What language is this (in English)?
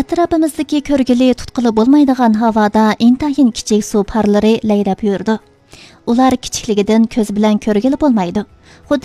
Uyghur